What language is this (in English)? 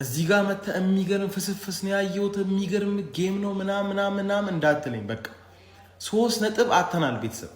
Amharic